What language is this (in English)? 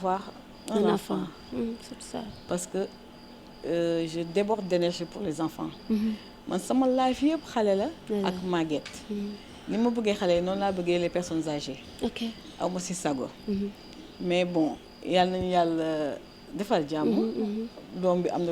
Wolof